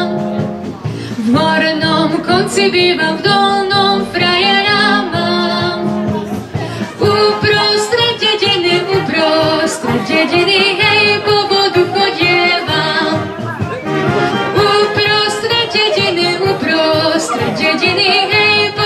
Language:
Slovak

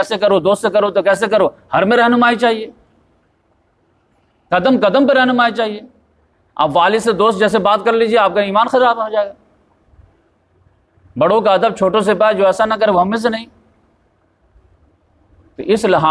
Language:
Urdu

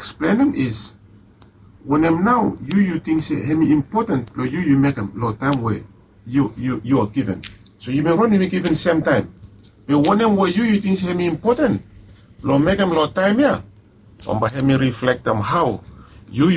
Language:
Bislama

